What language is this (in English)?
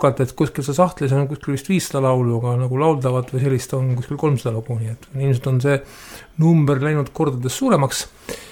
Estonian